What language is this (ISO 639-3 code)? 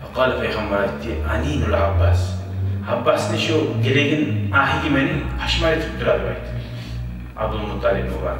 kum